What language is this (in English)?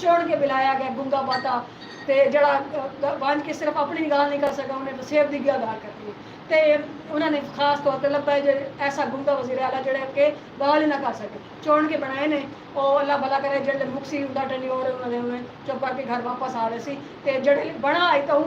Saraiki